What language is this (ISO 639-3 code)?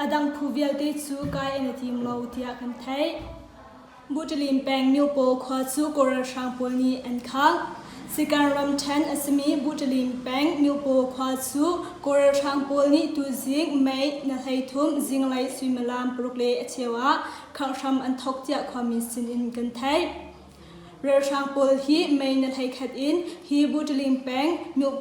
cnh